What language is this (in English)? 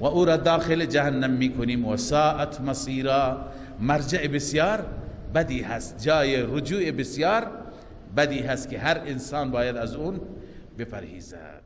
Persian